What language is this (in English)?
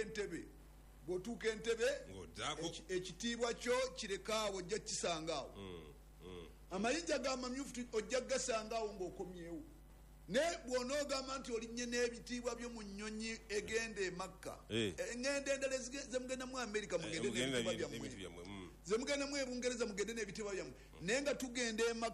Ganda